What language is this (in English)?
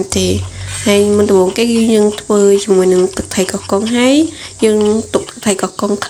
Khmer